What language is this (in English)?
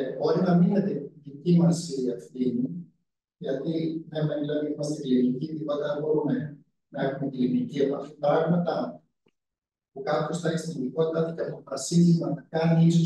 Greek